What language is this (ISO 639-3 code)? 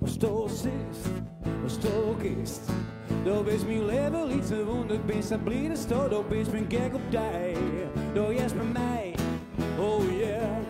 fry